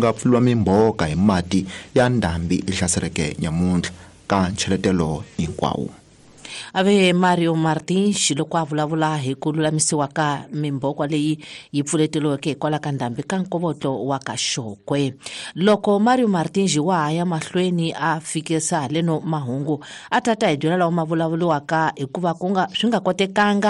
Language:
Tsonga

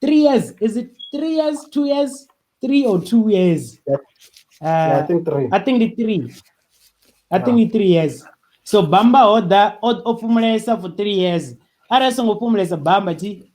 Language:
Venda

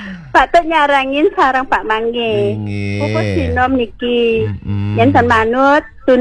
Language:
Balinese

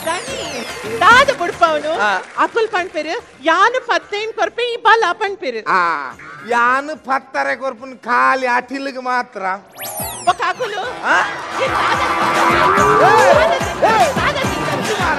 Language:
Tulu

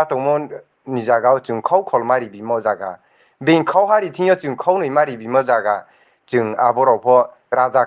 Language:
Riang (India)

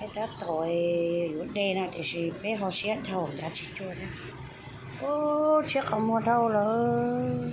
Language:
Hmong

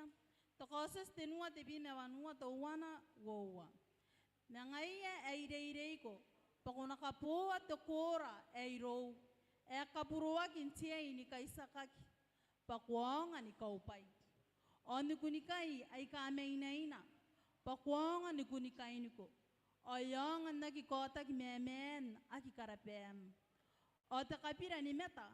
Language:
Gilbertese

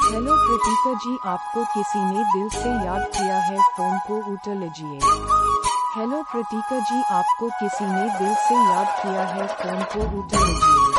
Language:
Hindi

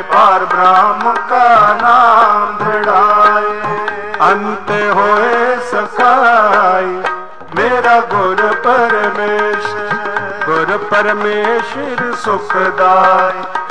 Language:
Punjabi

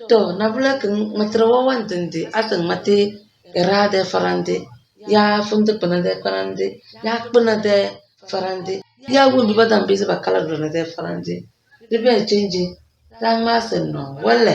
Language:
Tem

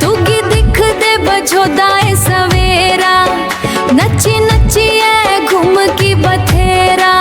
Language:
Dogri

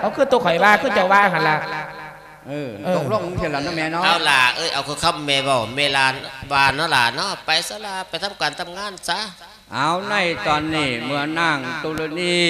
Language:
Lao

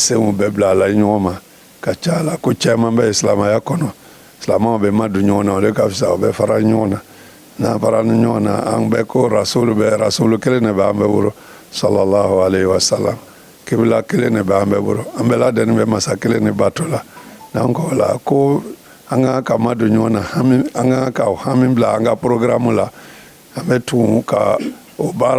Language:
Bambara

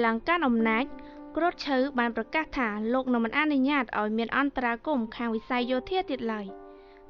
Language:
Khmer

